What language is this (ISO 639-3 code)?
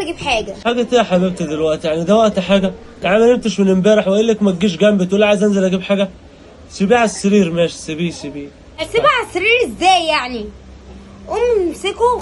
arz